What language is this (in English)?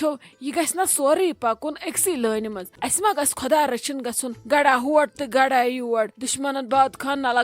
Kashmiri